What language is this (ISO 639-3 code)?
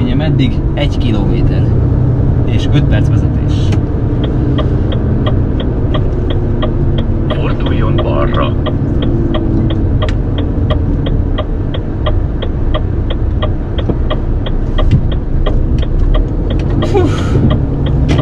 hun